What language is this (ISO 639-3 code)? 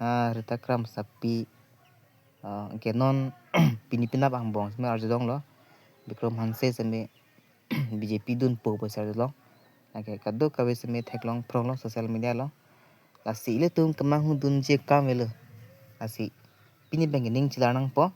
mjw